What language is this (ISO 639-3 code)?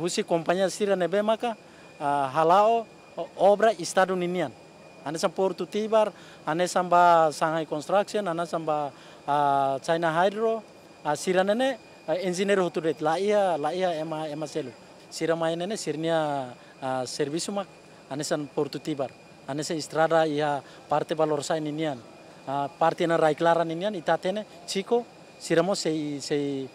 tet